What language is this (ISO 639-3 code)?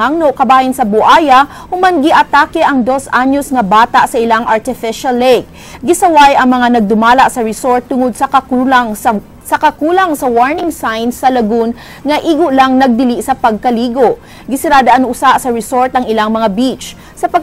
ceb